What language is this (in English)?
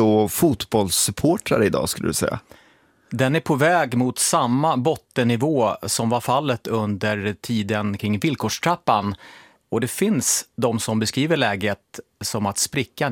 Swedish